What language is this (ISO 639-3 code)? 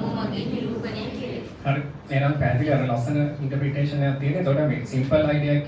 sin